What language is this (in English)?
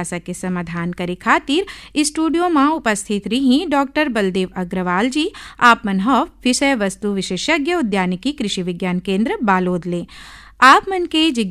Chhattisgarhi